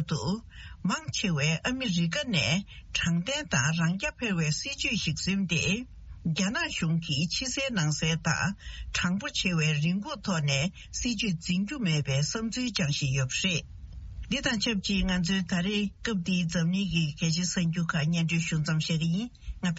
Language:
Tibetan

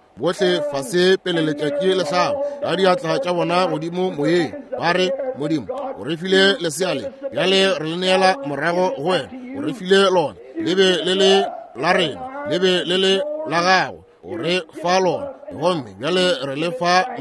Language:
Northern Sotho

